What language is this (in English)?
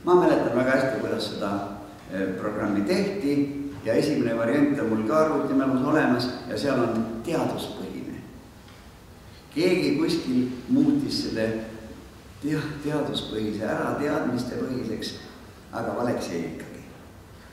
Estonian